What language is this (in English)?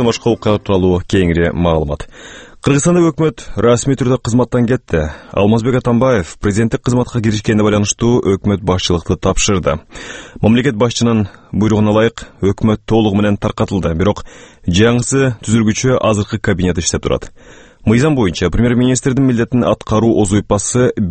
Kyrgyz